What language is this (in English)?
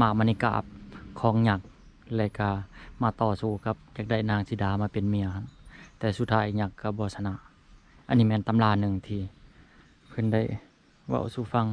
Lao